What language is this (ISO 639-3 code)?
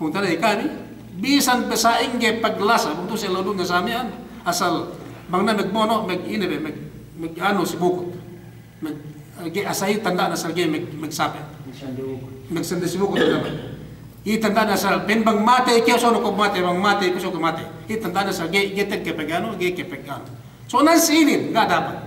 yka